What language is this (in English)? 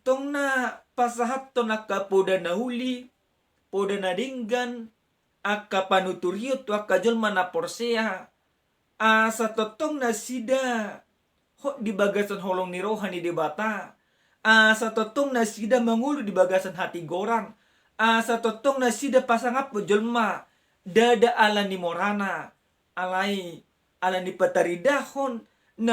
Batak Toba